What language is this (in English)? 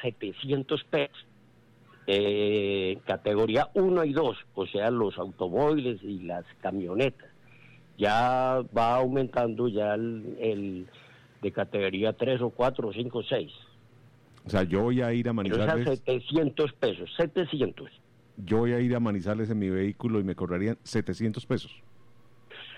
Spanish